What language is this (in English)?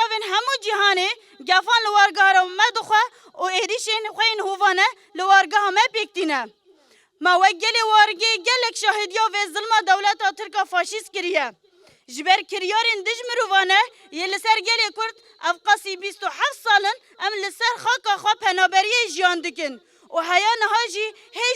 Kurdish